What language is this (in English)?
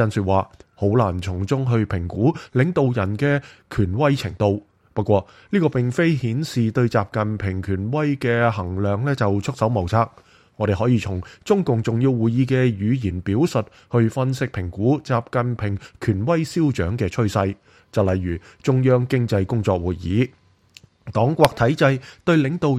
Cantonese